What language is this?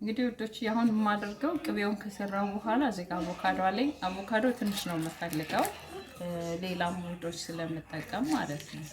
Amharic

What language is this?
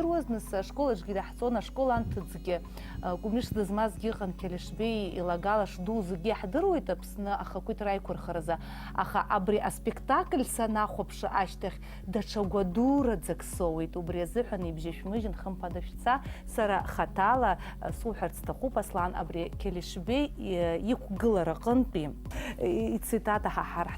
Abkhazian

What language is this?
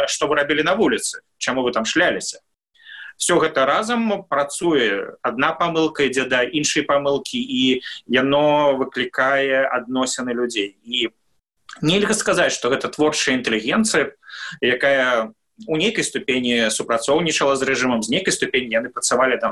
Belarusian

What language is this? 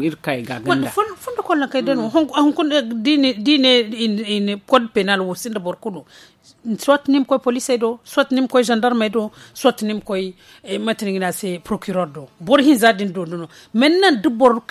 Zarma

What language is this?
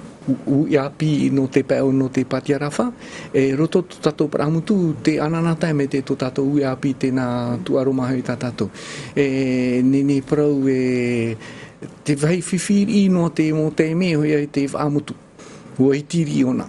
Tahitian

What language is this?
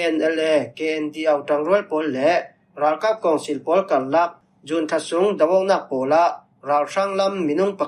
Falam Chin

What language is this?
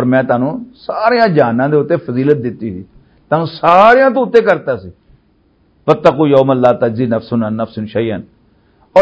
Western Panjabi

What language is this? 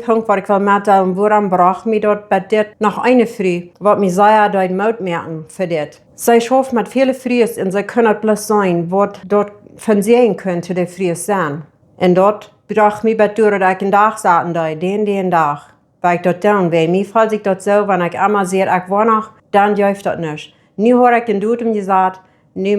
Plautdietsch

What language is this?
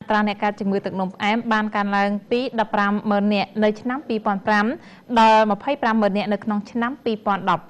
Khmer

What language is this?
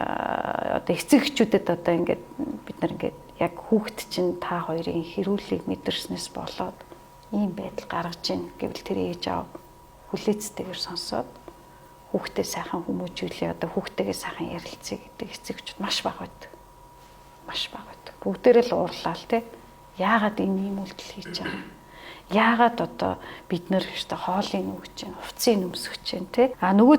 Mongolian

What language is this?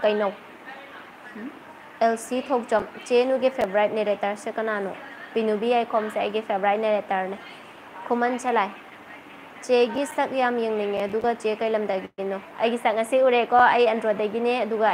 Manipuri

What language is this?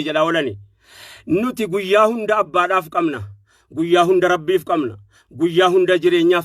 Oromo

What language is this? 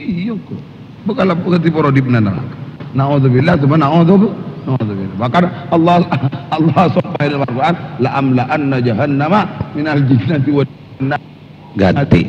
Madurese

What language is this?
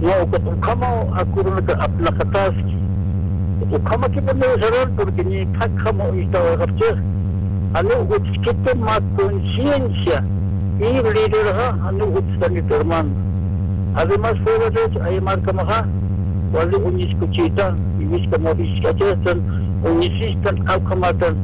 Aymara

